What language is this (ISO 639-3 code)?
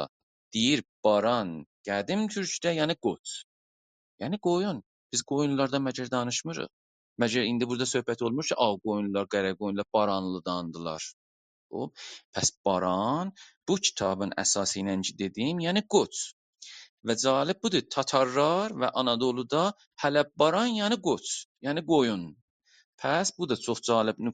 azb